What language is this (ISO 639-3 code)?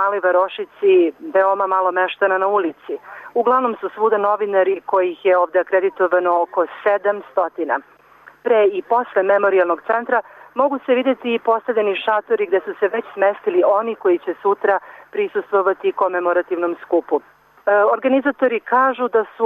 srp